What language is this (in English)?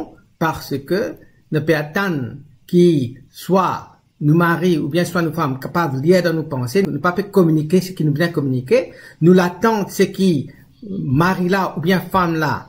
Morisyen